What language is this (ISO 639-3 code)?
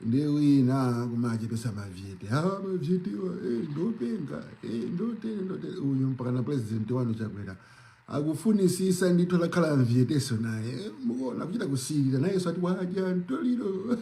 nya